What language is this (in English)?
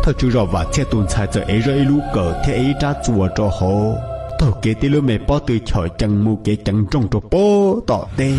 Hmong